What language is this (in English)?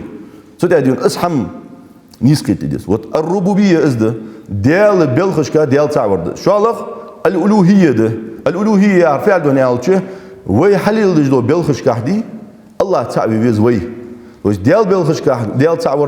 Ingush